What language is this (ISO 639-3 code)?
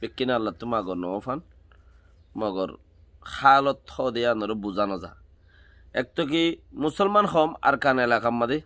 rhg